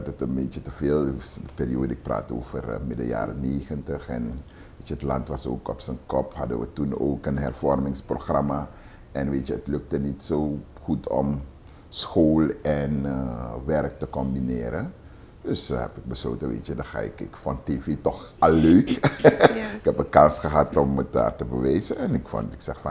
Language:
Dutch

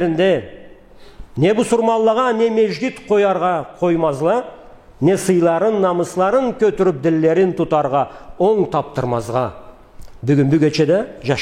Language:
Karachay-Balkar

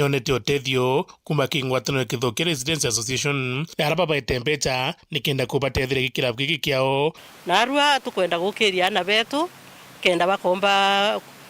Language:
Meru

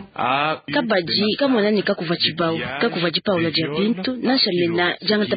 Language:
Luba-Lulua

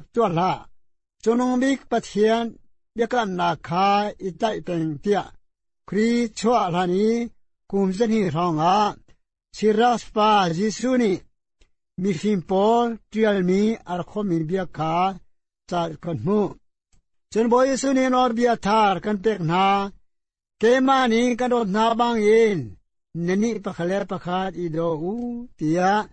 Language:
Hakha Chin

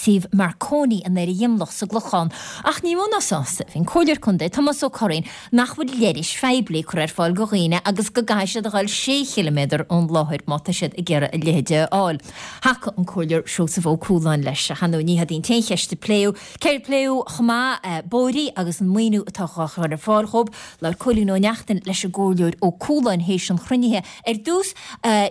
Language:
Irish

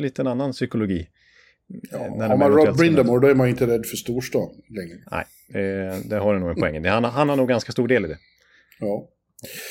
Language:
Swedish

